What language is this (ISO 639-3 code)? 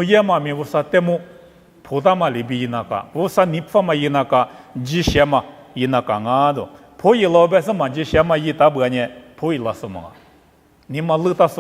lis